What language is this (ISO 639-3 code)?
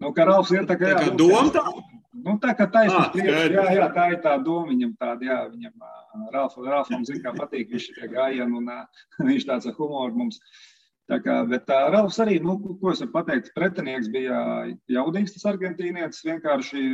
lav